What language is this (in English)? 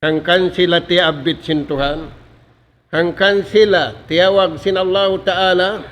Tausug